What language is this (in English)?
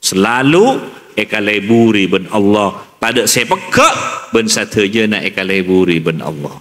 Madurese